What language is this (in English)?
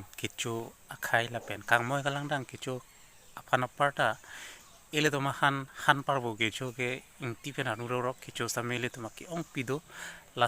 Karbi